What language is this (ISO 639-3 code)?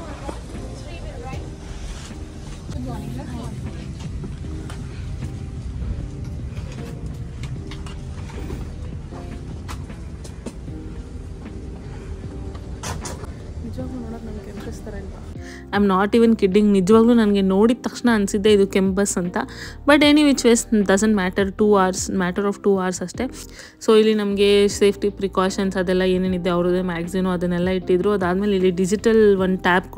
kan